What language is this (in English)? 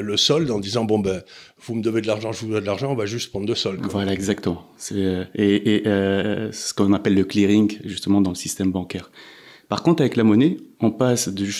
French